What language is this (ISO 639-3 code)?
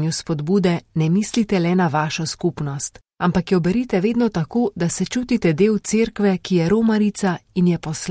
slv